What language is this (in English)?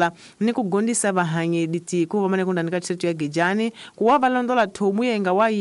Tsonga